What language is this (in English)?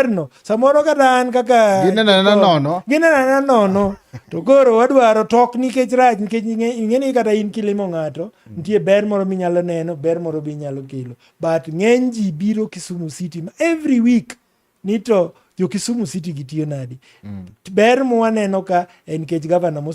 Luo (Kenya and Tanzania)